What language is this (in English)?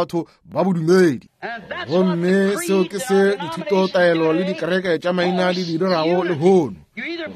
Northern Sotho